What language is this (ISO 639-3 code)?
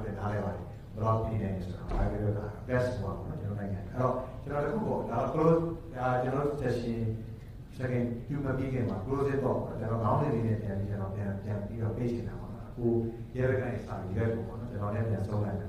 mya